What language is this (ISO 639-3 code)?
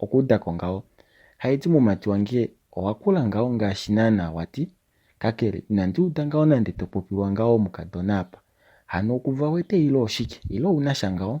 kua